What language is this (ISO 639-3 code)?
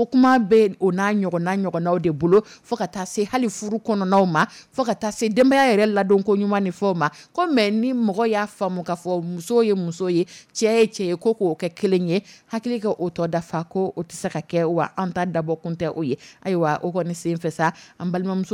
dyu